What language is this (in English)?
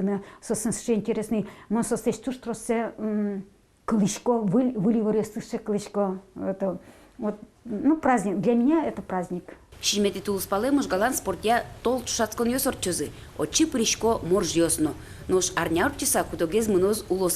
Udmurt